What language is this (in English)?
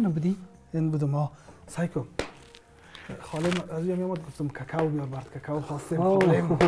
Persian